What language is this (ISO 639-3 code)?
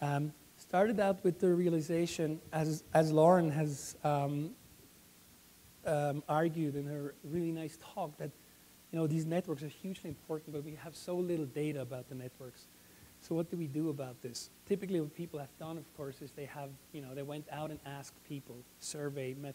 eng